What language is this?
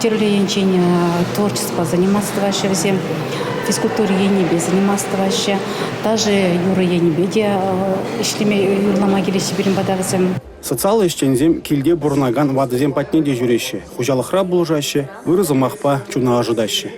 Chuvash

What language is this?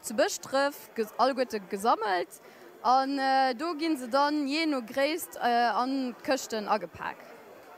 Luxembourgish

